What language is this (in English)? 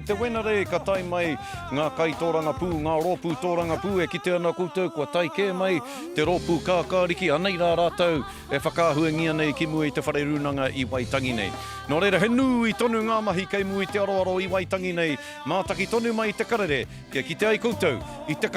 Māori